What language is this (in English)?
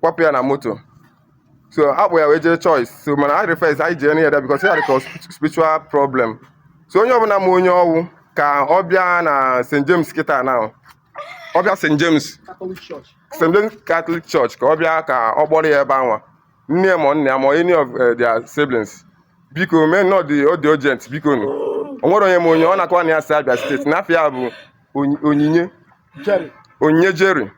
Igbo